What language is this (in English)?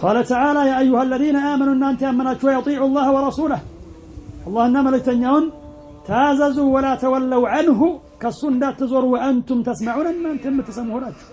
Amharic